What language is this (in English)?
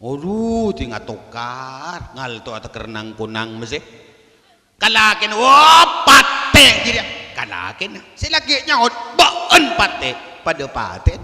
Madurese